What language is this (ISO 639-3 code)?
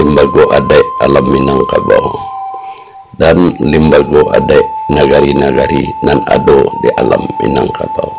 min